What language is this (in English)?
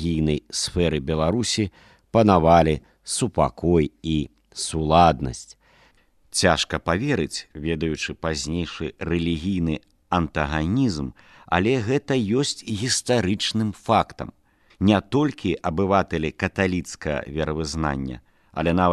Belarusian